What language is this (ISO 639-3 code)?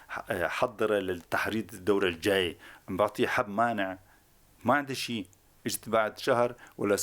apc